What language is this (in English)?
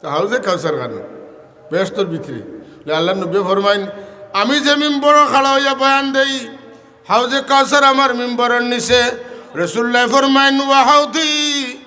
Sylheti